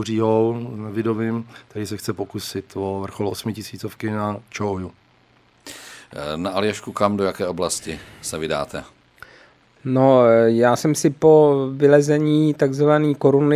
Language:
Czech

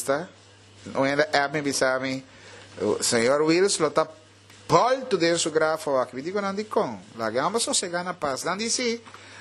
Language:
Papiamento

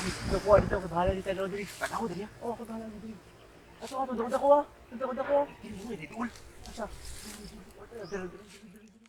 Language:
Cebuano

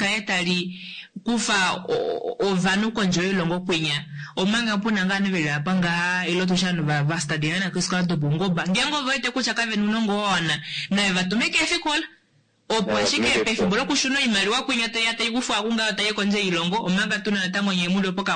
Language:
Kuanyama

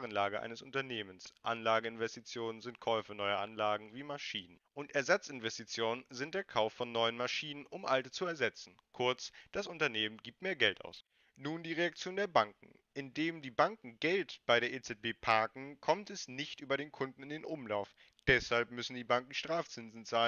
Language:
German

